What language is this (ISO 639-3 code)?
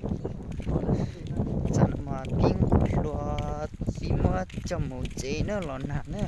hmn